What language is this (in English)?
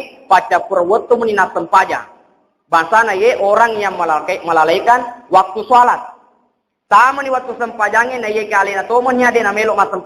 Buginese